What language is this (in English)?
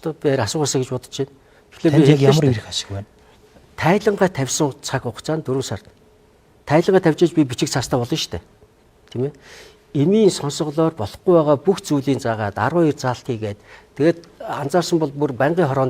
Mongolian